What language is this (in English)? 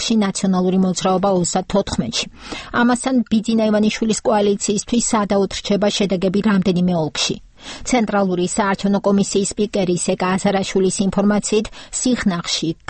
Georgian